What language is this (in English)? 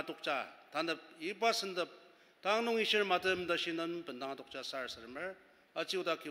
Ao Naga